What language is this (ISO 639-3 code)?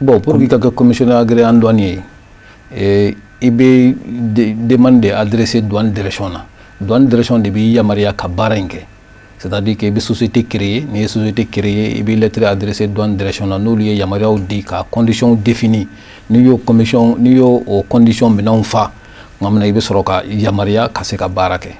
bam